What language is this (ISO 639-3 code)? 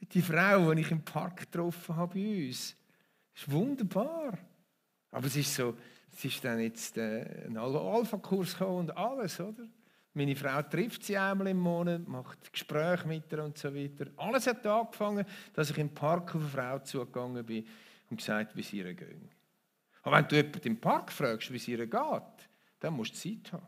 gsw